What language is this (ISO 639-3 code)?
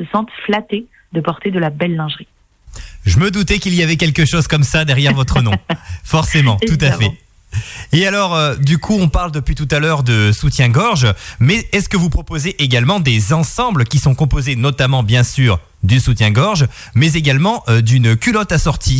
fra